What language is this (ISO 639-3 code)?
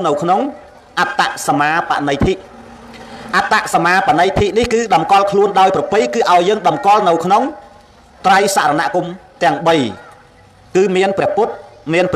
khm